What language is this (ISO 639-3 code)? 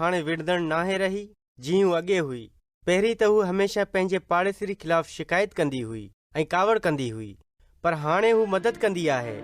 snd